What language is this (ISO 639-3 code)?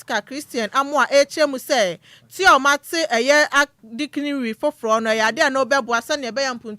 aka